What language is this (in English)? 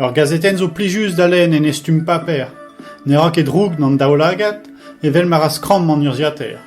Breton